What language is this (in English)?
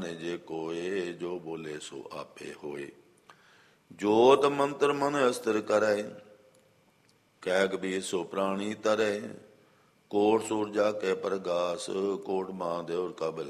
Punjabi